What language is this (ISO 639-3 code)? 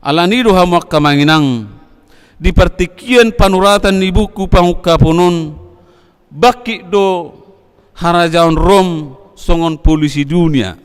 bbc